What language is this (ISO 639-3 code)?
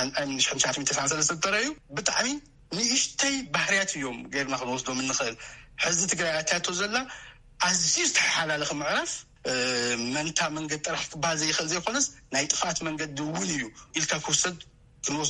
tir